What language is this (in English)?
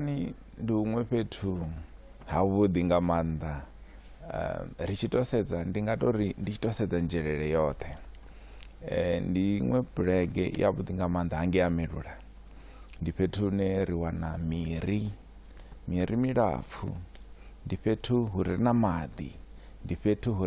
Venda